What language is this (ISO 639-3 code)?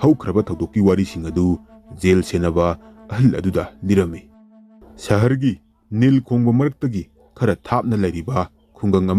mni